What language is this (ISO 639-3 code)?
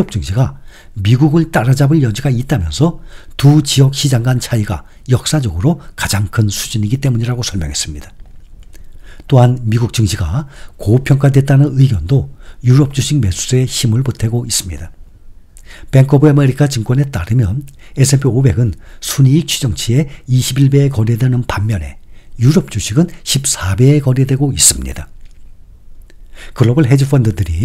kor